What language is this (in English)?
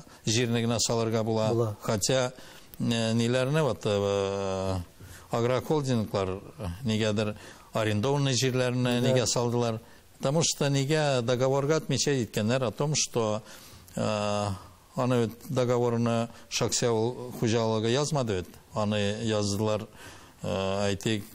Tatar